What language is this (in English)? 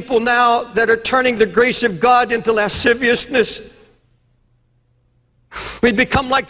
English